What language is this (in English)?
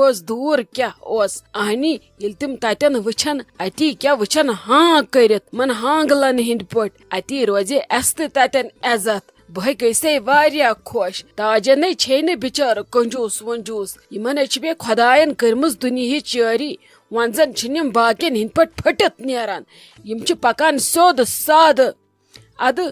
Kashmiri